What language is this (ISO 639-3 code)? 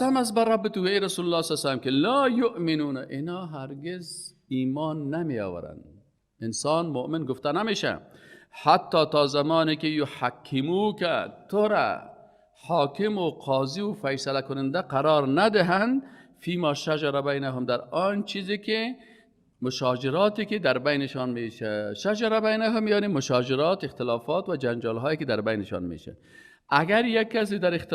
fas